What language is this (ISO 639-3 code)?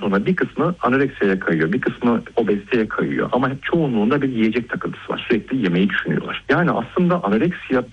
tur